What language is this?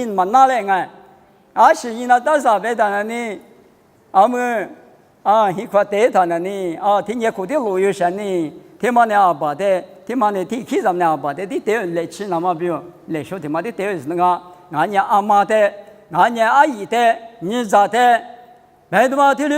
Lisu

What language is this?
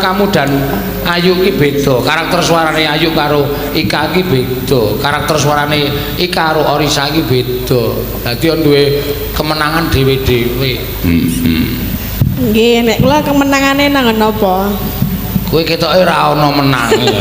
Javanese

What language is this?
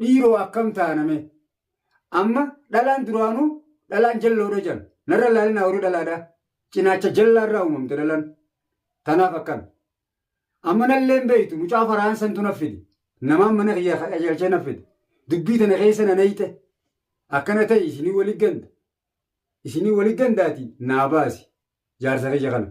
Oromo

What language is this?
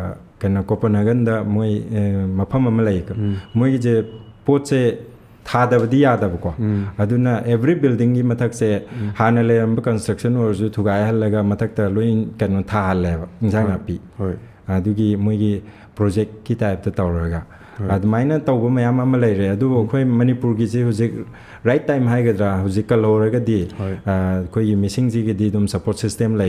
Manipuri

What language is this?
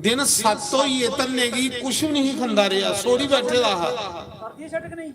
Dogri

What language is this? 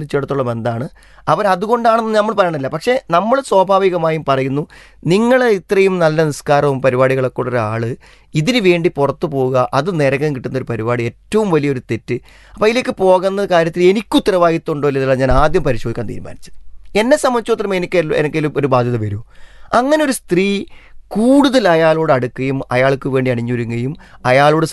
Malayalam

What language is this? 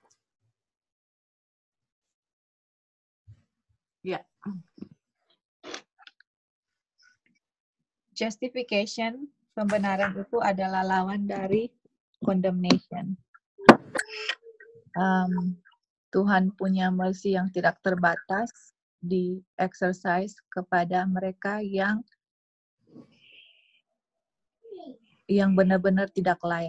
Indonesian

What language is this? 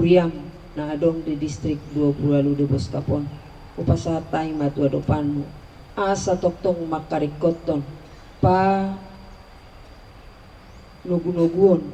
Batak Toba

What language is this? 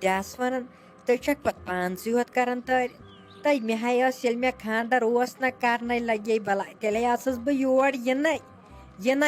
Kashmiri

